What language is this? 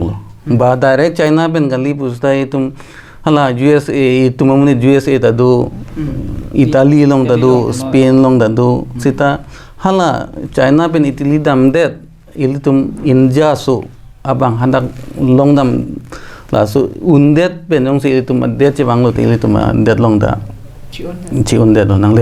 Karbi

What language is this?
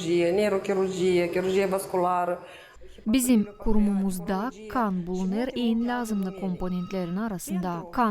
Gagauz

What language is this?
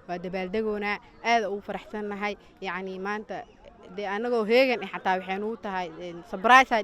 Somali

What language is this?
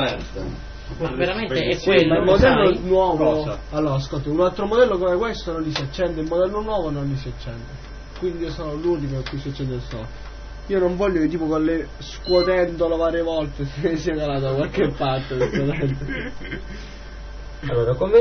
Italian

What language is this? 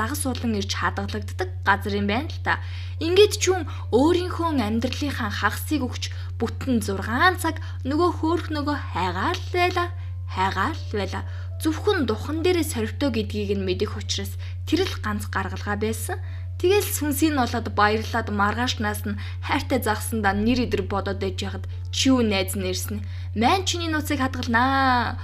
Mongolian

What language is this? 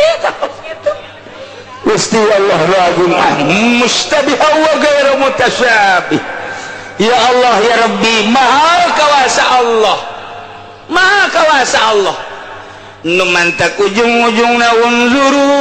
Sundanese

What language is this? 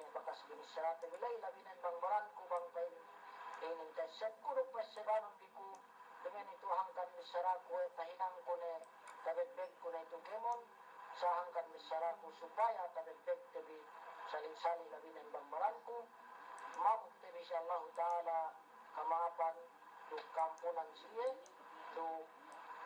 Yakan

